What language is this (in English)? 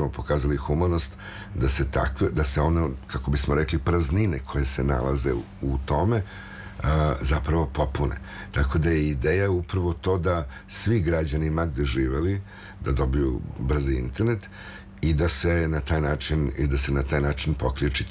Serbian